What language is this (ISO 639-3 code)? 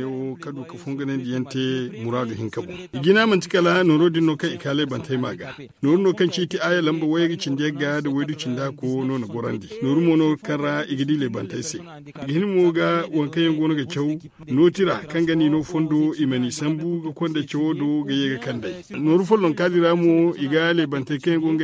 dje